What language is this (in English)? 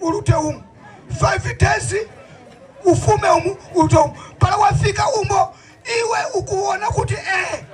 Tumbuka